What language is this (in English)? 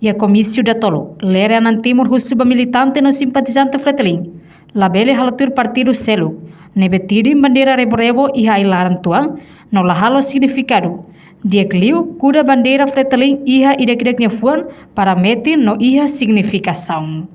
Tetum